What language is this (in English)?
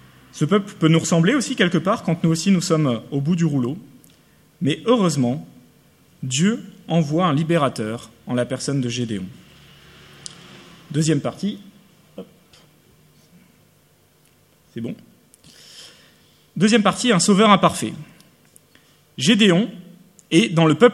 French